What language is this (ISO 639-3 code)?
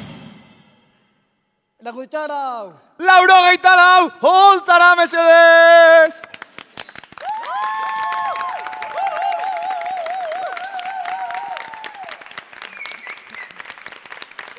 eus